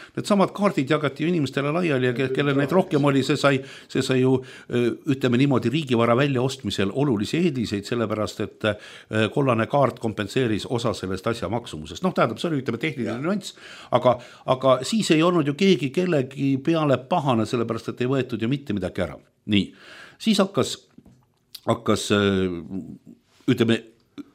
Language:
Estonian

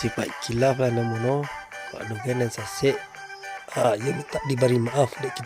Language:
Minangkabau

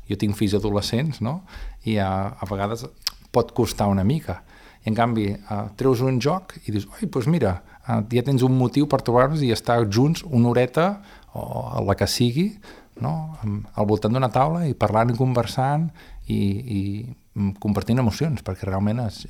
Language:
Catalan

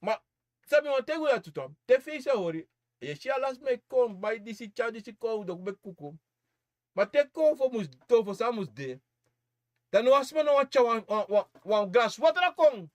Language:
Sranan Tongo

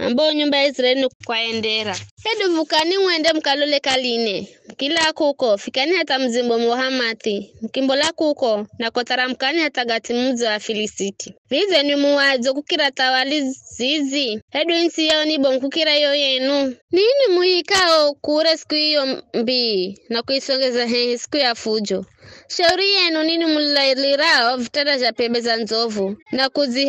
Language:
Giryama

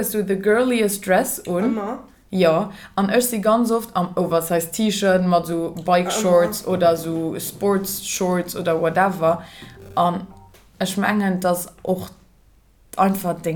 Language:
Luxembourgish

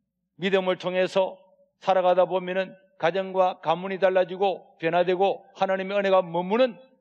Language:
Korean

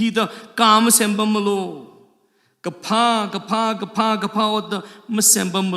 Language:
Tangkhul Naga (India)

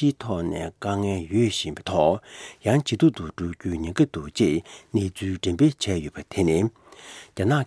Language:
Tibetan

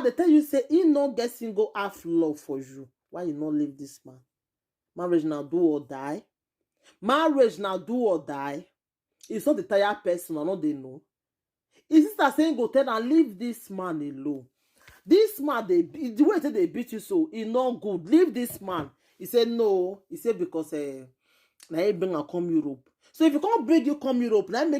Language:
Nigerian Pidgin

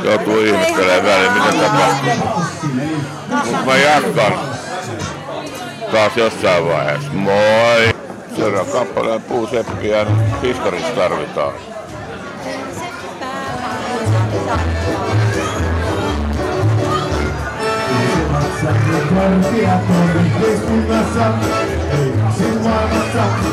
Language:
Finnish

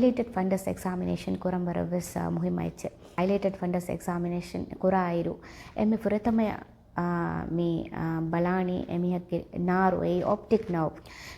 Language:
Divehi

